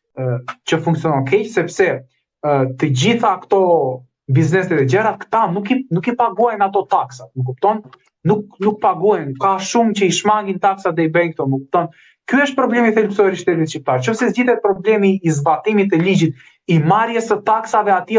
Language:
Albanian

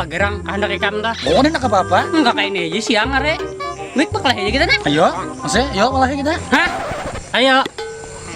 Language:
Banjar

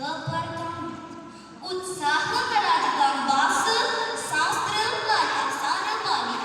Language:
Balinese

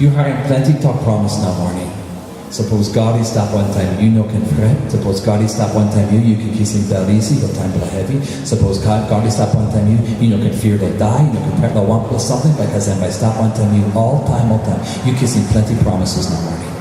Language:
Tok Pisin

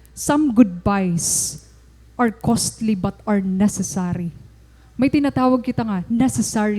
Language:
Waray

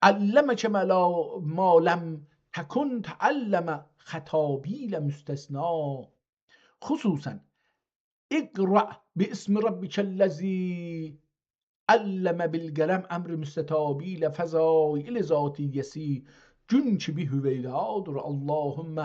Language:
South Azerbaijani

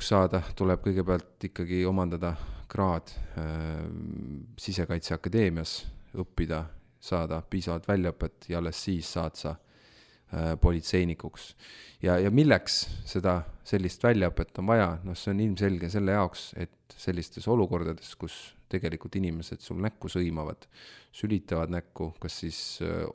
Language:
Estonian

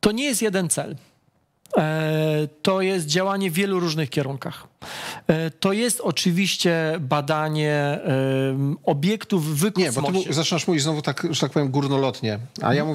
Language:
Polish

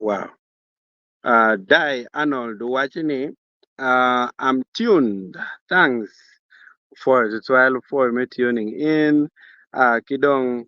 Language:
Acoli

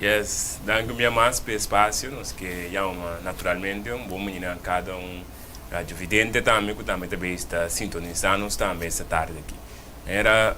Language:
Papiamento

